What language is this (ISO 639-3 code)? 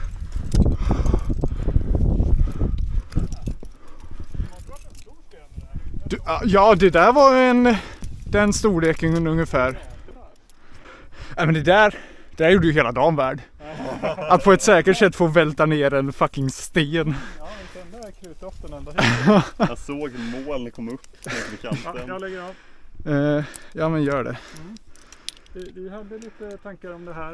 swe